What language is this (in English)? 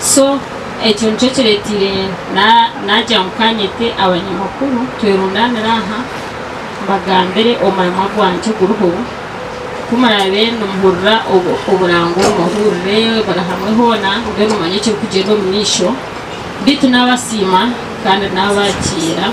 Nyankole